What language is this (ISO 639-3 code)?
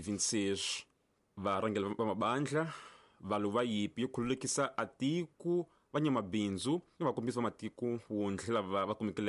tso